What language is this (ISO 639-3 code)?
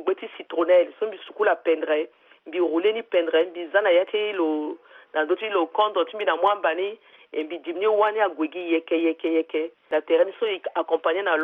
sag